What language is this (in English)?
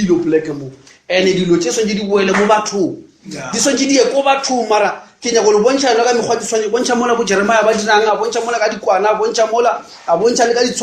Northern Sotho